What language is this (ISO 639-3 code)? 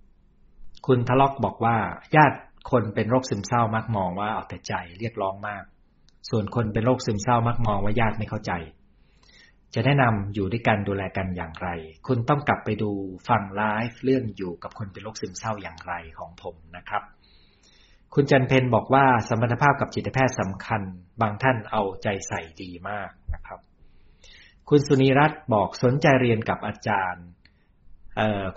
tha